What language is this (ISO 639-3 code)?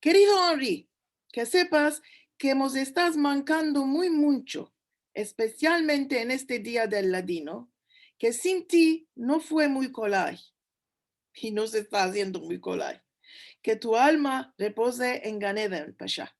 lad